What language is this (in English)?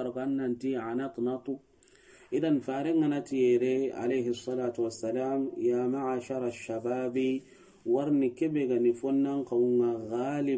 Soninke